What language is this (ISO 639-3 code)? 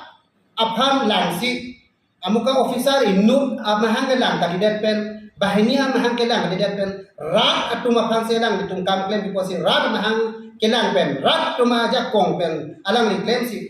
mjw